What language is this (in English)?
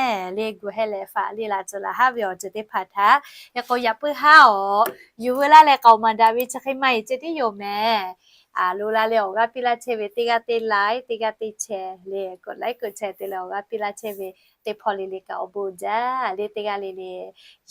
Lahu